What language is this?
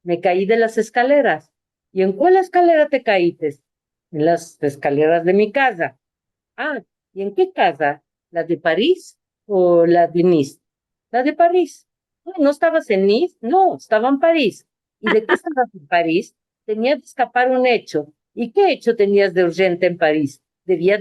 Ladino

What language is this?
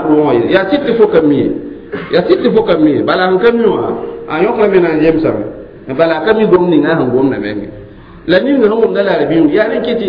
Mossi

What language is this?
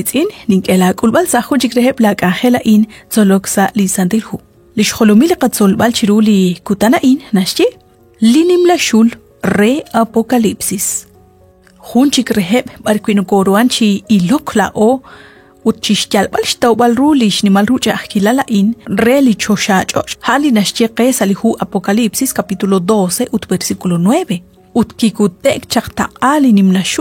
Kekchí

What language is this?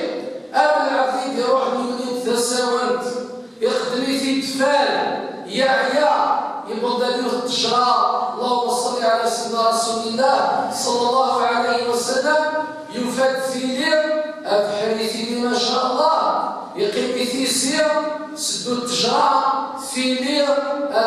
Kabyle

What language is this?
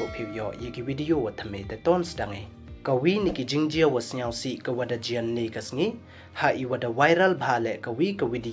Pnar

